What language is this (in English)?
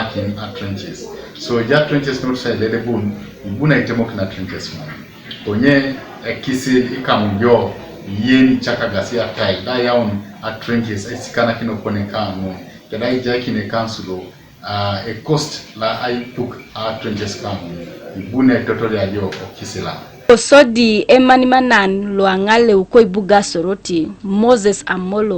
Teso